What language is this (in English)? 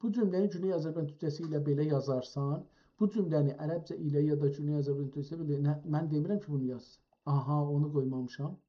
South Azerbaijani